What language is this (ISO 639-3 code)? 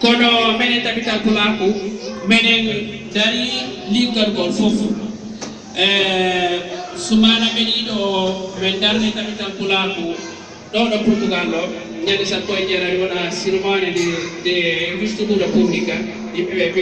ful